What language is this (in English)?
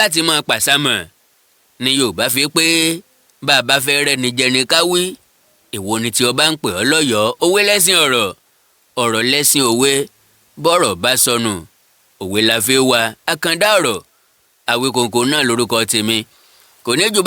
Yoruba